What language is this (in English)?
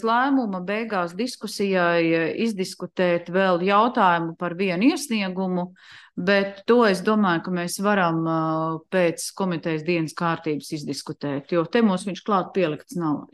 Latvian